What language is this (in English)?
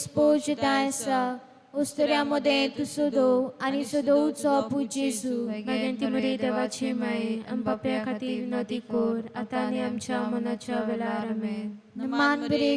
Konkani